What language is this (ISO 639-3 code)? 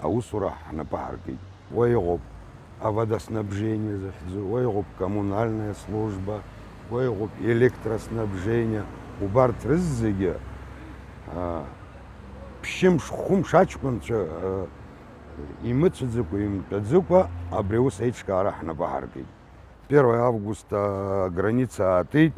abk